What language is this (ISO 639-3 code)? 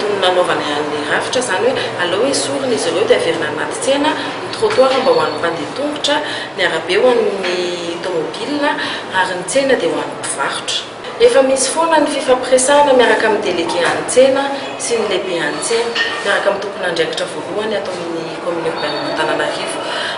mlg